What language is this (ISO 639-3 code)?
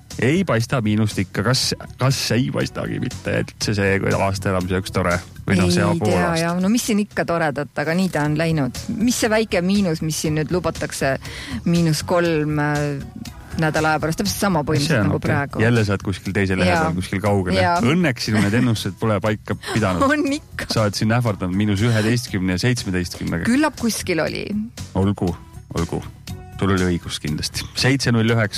est